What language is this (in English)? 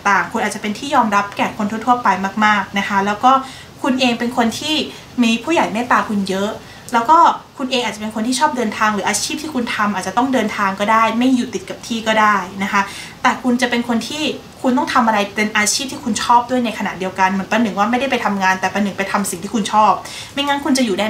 Thai